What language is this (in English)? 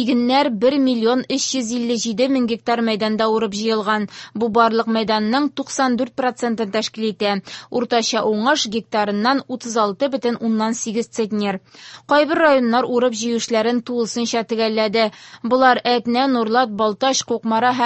Tatar